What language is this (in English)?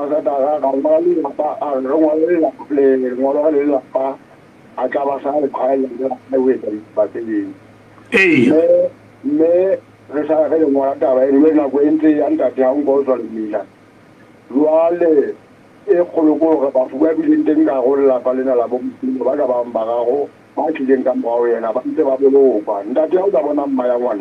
Southern Sotho